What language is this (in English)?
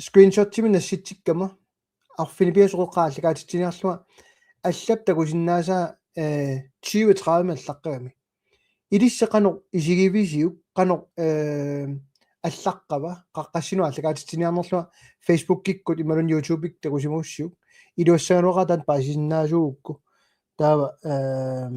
Kalaallisut